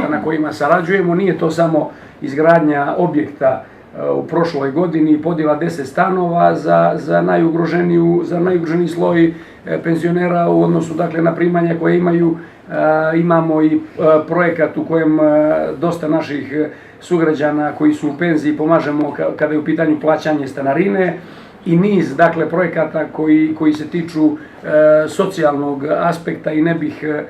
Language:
Bosnian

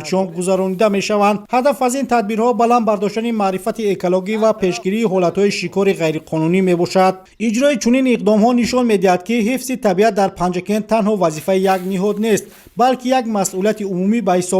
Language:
Tajik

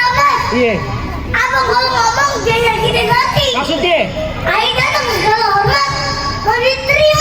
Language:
Betawi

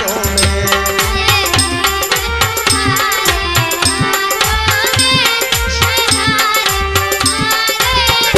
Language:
Hindi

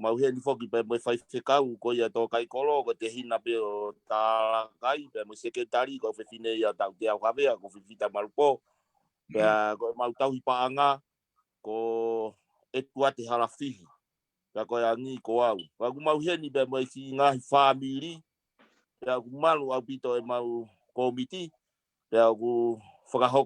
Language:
Tongan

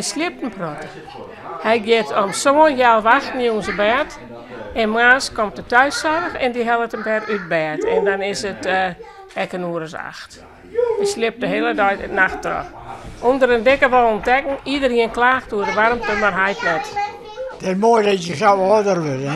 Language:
Western Frisian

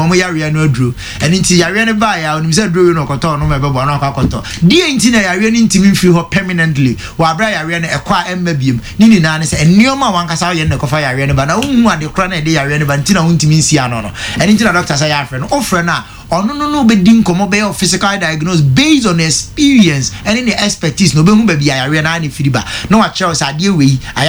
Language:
Akan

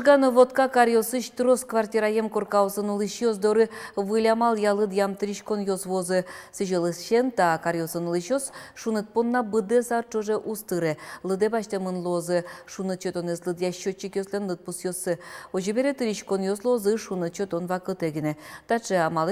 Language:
Udmurt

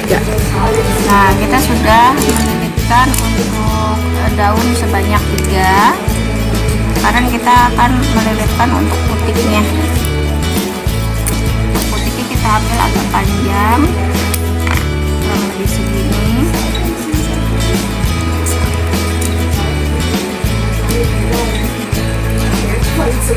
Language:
Indonesian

